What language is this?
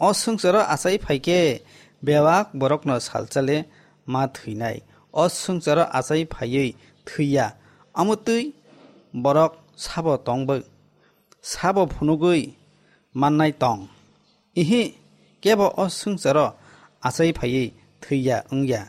Kok Borok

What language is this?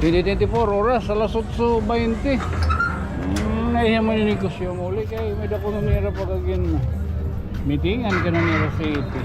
Waray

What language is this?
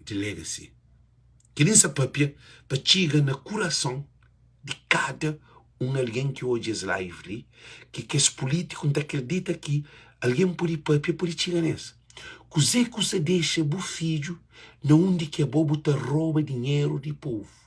Kabuverdianu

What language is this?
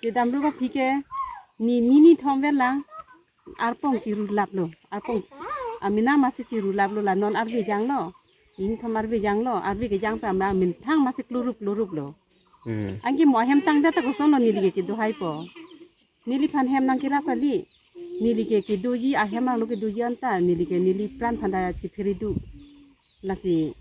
Karbi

